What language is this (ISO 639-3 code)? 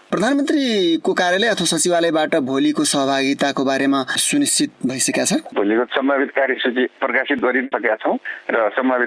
nep